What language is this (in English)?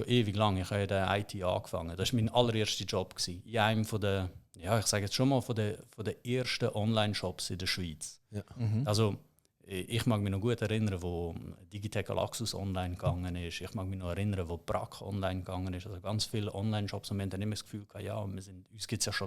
Swiss German